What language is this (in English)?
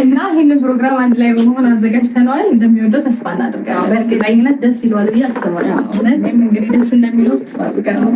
Amharic